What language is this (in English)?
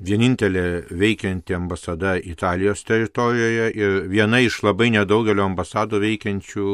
Lithuanian